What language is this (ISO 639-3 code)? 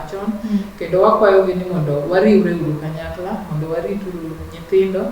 luo